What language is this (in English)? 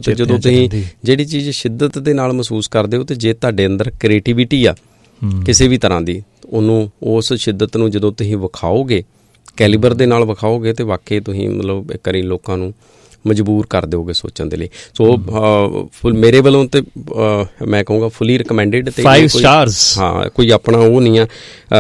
Punjabi